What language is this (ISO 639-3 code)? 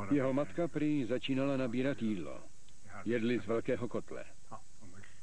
ces